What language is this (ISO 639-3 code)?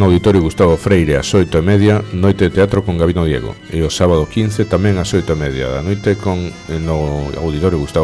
glg